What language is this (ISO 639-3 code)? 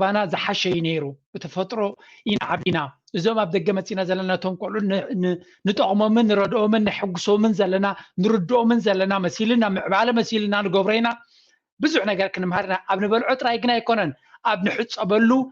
tir